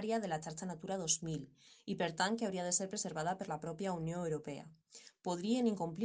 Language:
Catalan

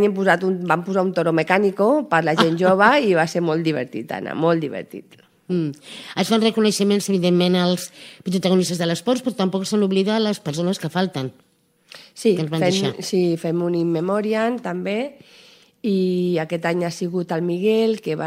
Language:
Catalan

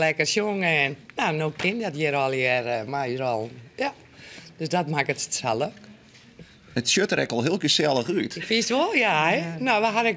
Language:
Western Frisian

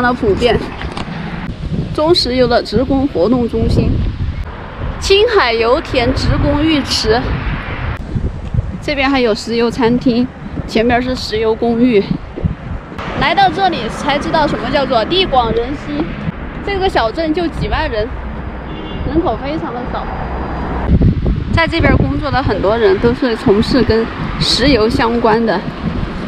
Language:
Chinese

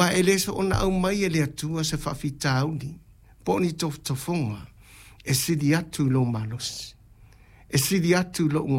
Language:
Samoan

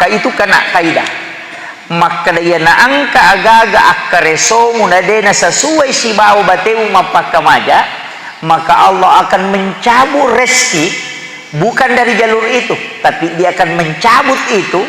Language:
Buginese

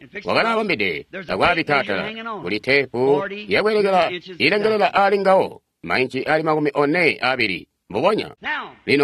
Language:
Tonga (Zambia)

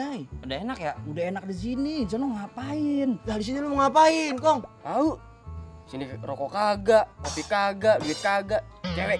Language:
Betawi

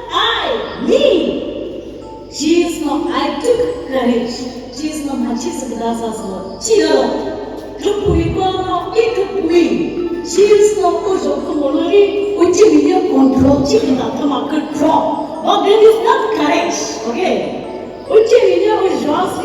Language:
Chokri Naga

